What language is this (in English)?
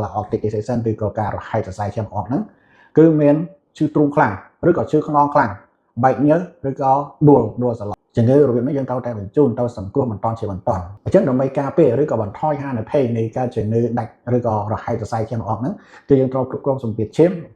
Khmer